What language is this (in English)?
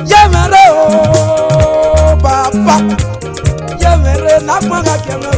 Esan